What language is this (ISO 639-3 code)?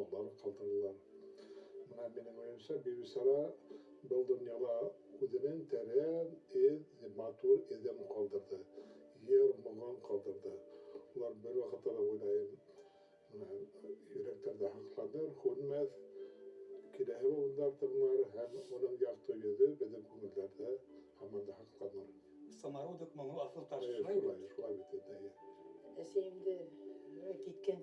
bak